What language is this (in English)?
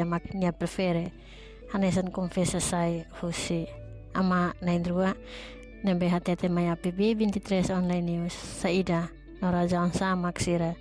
Tetum